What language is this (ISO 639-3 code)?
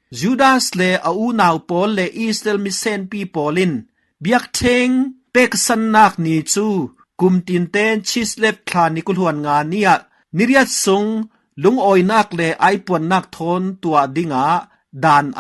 cfm